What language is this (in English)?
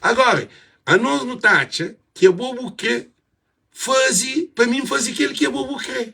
Kabuverdianu